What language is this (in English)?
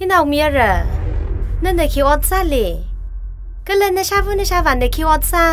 Tangkhul Naga (India)